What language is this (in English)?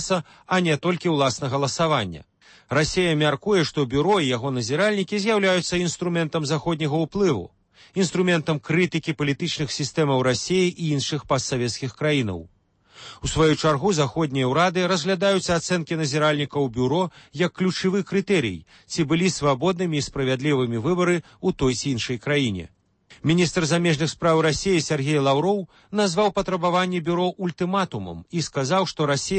Belarusian